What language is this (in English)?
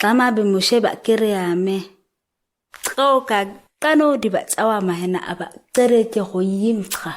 ǁGana